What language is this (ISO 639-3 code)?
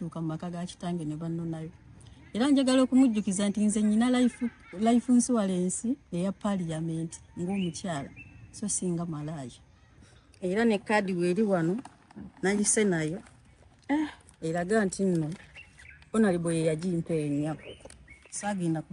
lug